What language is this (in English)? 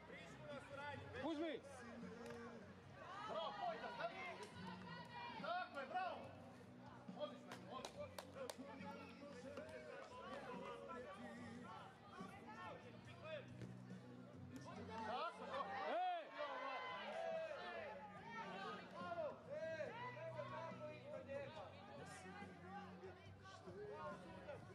Croatian